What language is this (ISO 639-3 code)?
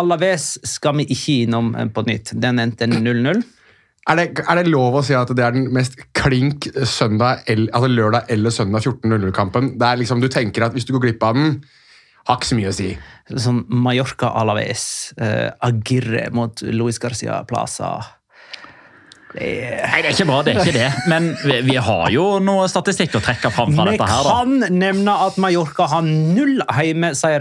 nor